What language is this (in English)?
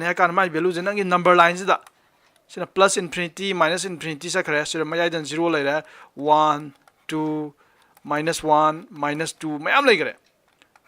Manipuri